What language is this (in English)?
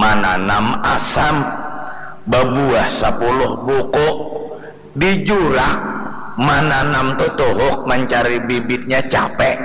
Banjar